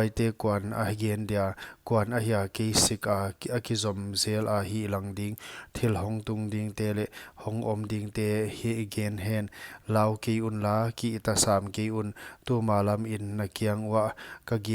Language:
Paite Chin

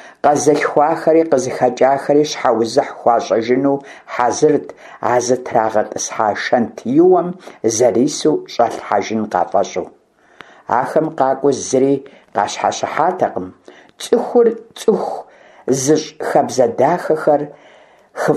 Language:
Kabardian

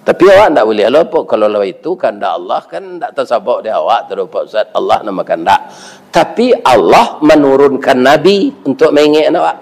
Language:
Minangkabau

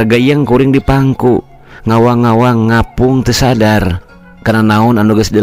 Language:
Sundanese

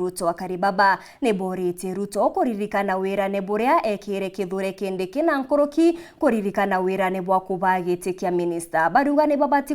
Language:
Meru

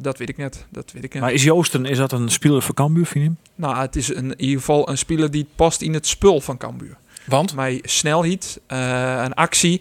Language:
Western Frisian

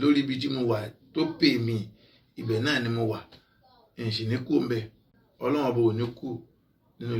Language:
Yoruba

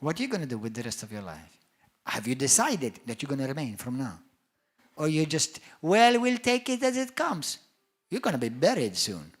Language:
English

